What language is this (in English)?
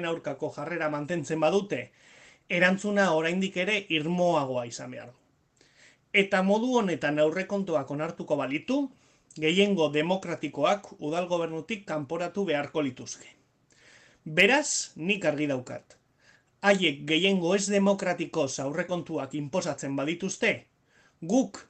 Basque